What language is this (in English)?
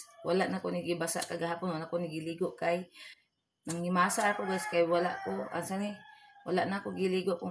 Cebuano